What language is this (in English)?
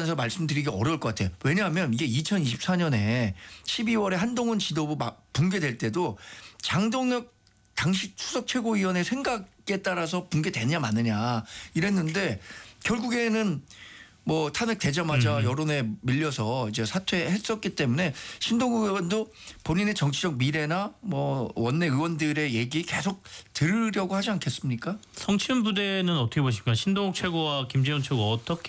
Korean